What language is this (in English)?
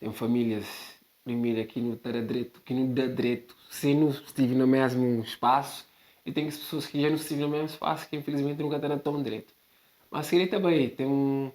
Kabuverdianu